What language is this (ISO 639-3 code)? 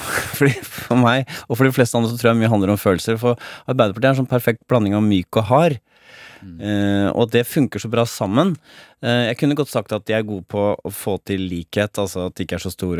nor